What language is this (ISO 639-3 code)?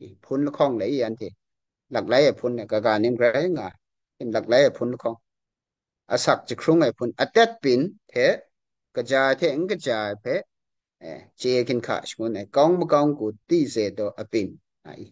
kac